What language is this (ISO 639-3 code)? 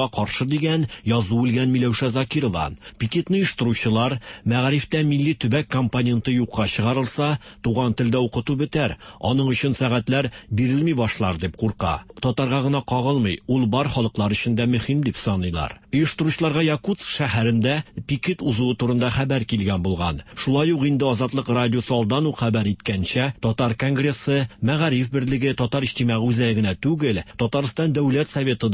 tat